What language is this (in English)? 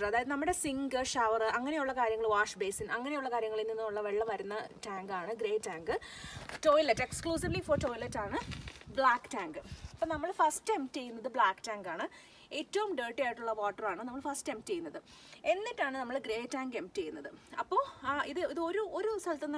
Malayalam